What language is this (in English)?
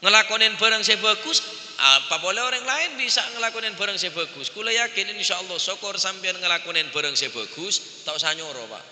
Madurese